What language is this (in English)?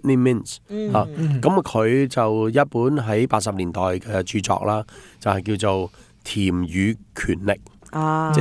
Cantonese